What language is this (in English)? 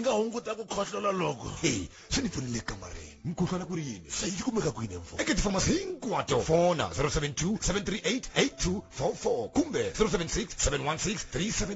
Tsonga